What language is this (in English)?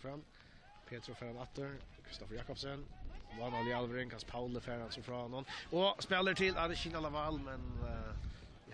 Faroese